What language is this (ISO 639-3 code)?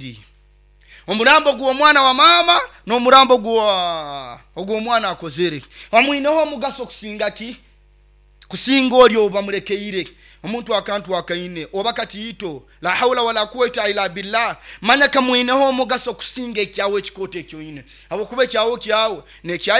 nyo